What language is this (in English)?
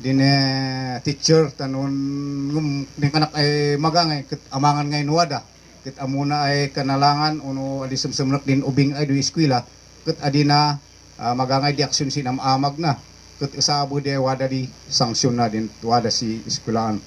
Kankanaey